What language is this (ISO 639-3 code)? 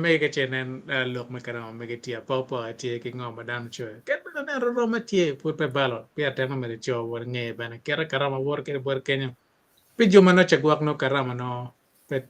ach